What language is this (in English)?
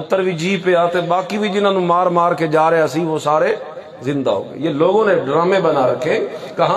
Urdu